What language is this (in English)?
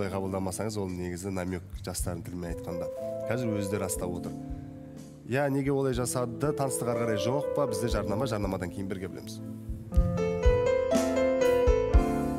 Kazakh